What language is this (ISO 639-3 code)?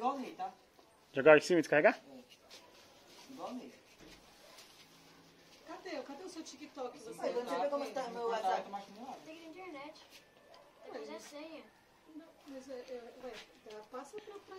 por